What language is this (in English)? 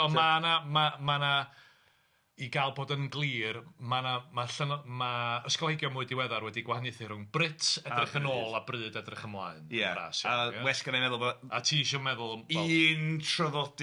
Welsh